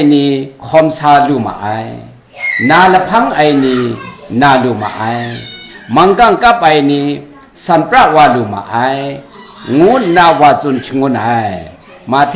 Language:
Kachin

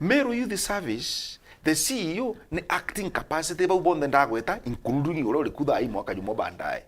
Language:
Meru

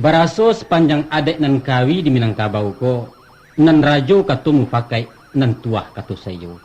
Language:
Minangkabau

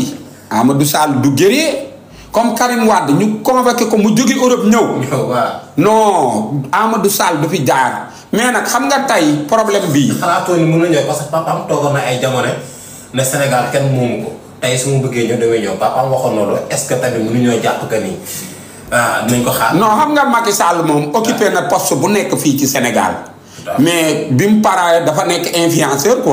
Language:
Wolof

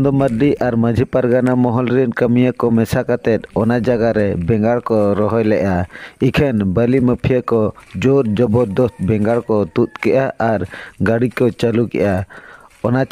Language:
Santali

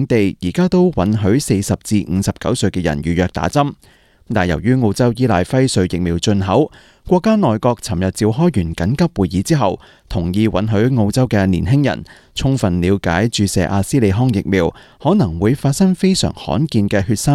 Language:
Cantonese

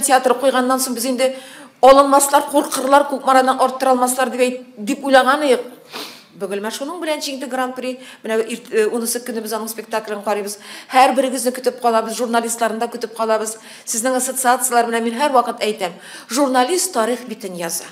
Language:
Tatar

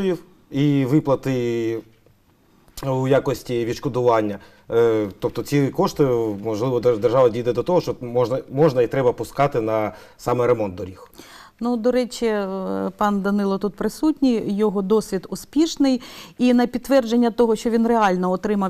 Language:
Ukrainian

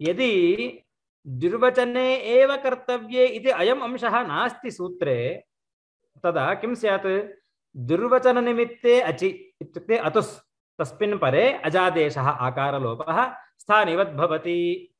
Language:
Sanskrit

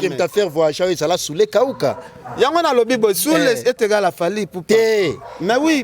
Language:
Lingala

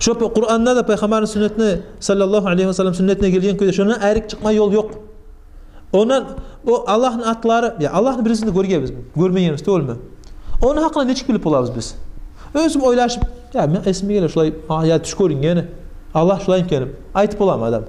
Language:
Kumyk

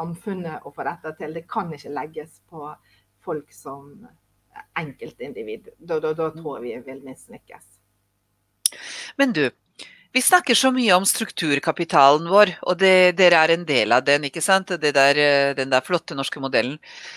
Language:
Norwegian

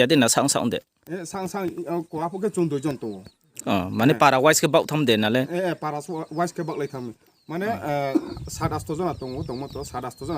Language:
Riang (India)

